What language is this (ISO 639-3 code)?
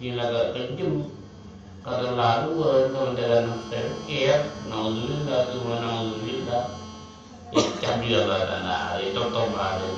mad